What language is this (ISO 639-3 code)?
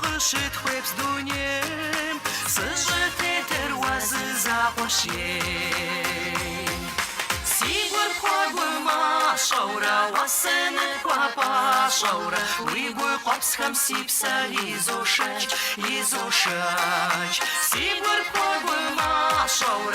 kbd